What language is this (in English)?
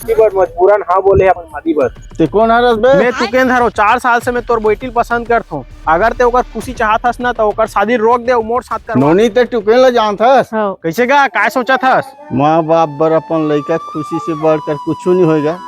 Chhattisgarhi